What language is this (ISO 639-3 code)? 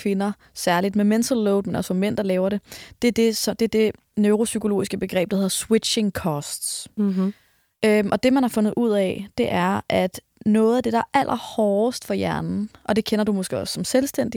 dan